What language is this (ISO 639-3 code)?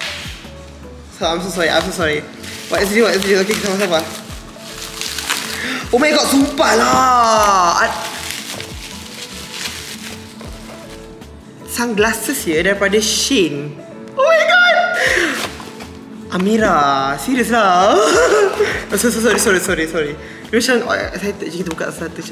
msa